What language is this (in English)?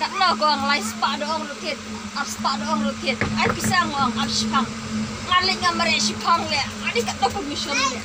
Khasi